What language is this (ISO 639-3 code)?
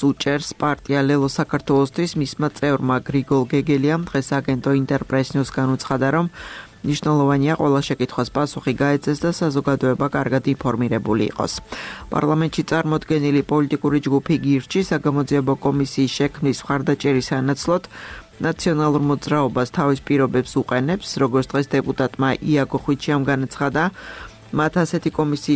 kat